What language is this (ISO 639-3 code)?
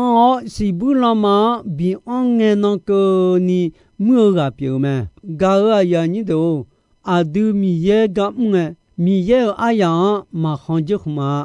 ahk